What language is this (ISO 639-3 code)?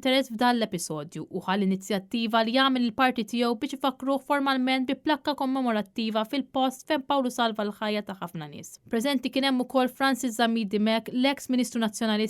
mlt